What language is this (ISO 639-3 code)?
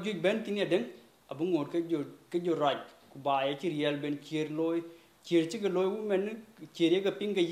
din